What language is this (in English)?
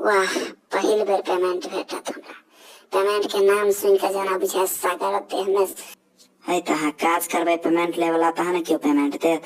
Maithili